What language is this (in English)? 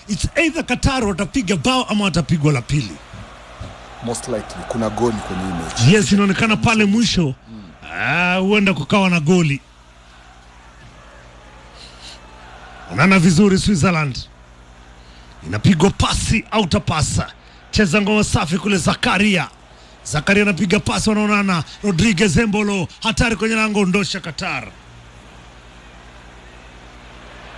Swahili